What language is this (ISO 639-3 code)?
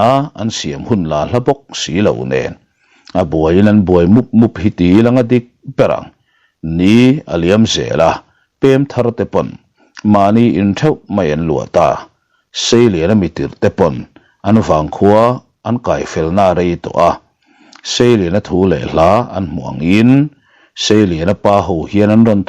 lus